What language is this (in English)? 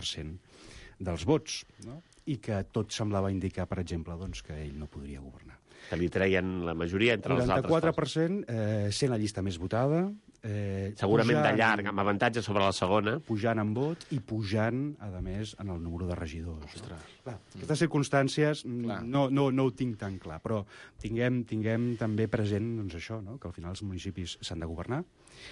Catalan